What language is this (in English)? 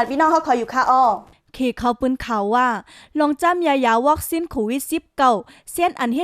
Shan